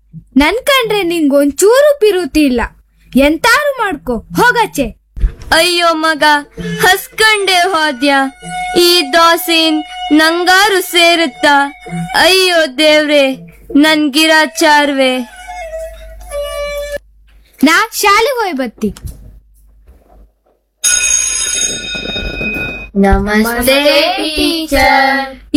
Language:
Kannada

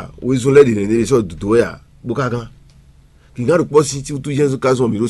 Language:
Fon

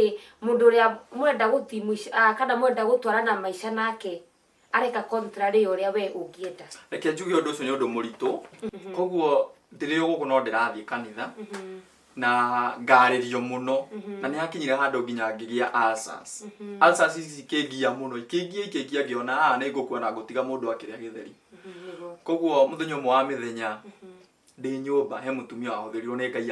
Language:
Kikuyu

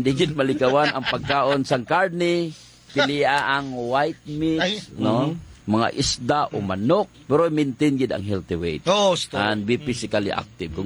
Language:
Hiligaynon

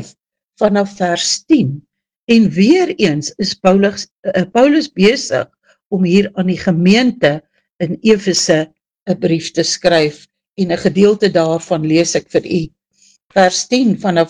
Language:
Afrikaans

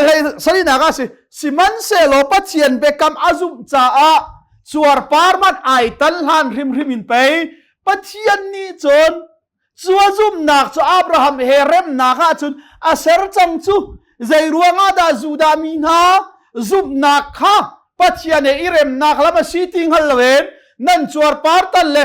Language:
Hakha Chin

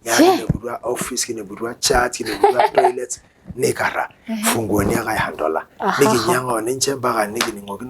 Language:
Masai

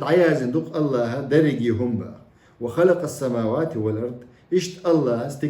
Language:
Chechen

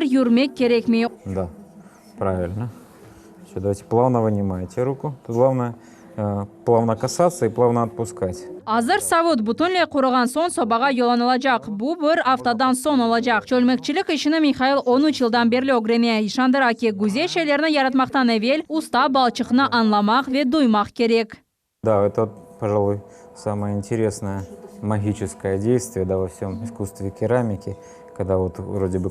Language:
Crimean Tatar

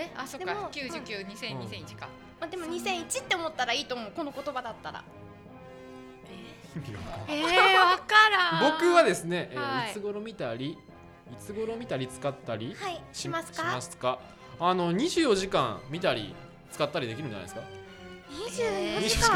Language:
Japanese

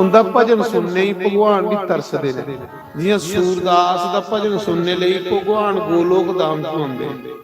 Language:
Dogri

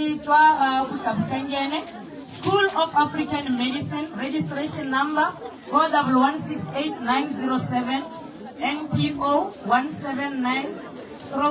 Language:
Northern Sotho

